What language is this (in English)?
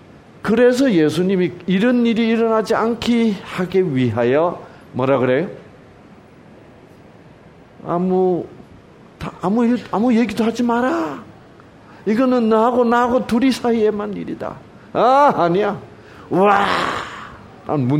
Korean